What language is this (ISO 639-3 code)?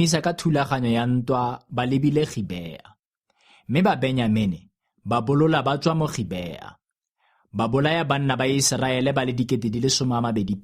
tsn